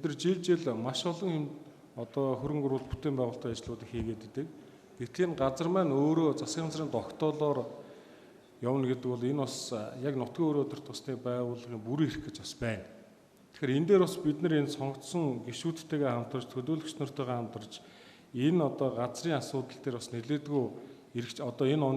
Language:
Mongolian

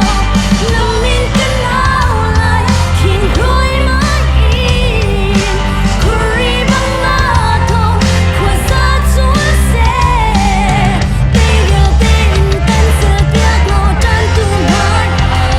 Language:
Hakha Chin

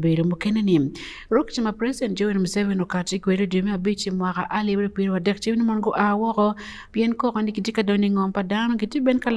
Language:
Acoli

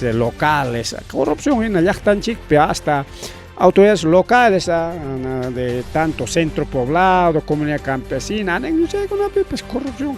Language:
Ayacucho Quechua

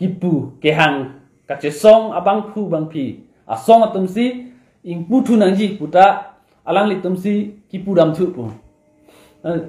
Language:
Karbi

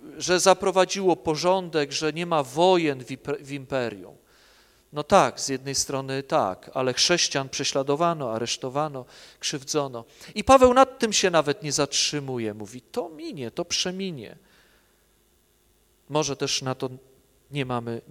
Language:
Polish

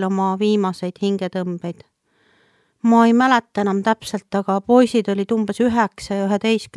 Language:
Estonian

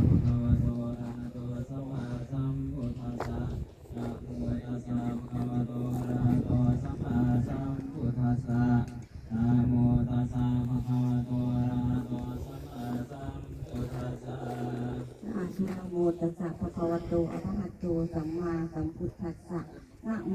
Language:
Pali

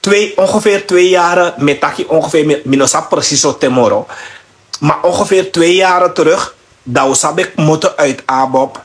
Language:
Sranan Tongo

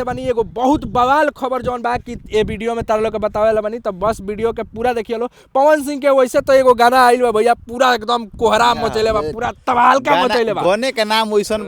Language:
Bhojpuri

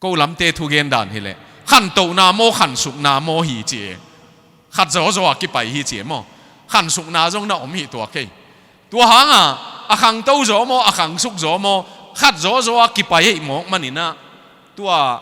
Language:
Tedim Chin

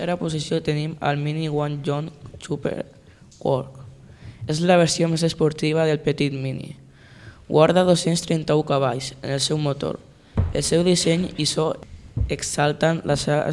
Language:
Catalan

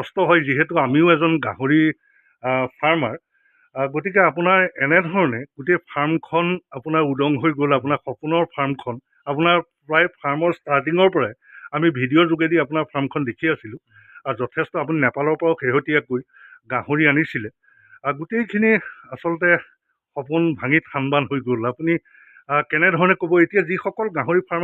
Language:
Assamese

